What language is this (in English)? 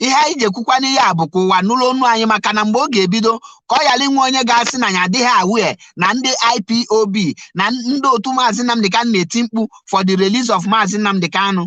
Igbo